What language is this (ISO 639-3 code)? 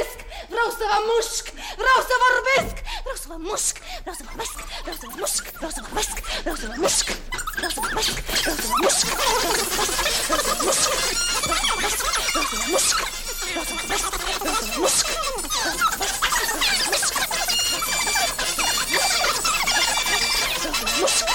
ron